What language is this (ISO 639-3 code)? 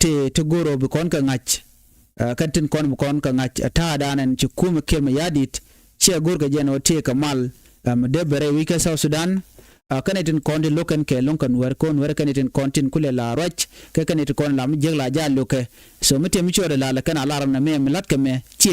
nus